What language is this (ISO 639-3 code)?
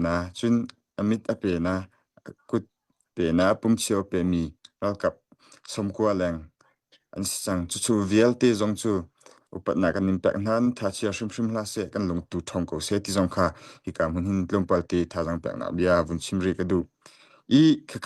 cnh